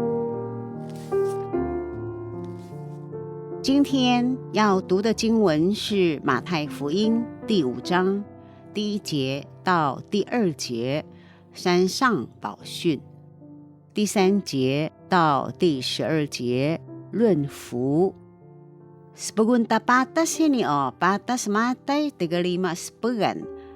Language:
Taroko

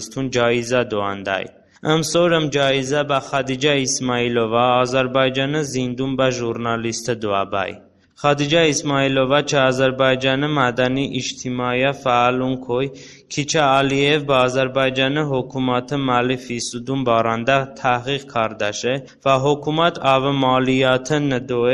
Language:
Talysh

